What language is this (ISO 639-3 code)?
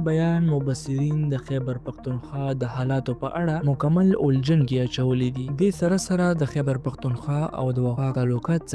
pus